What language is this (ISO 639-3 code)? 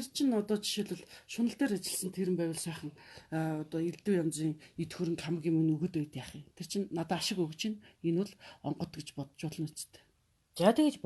mon